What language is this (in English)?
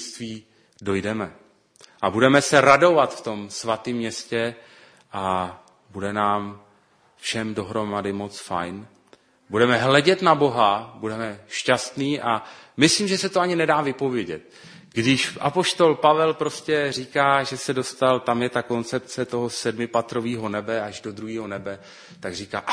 Czech